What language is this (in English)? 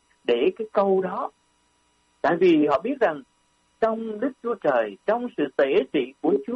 Vietnamese